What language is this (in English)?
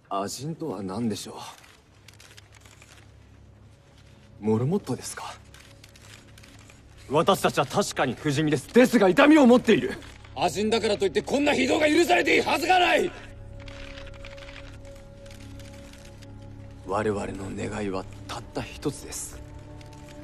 Japanese